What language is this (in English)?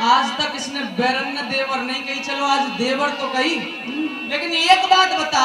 Haryanvi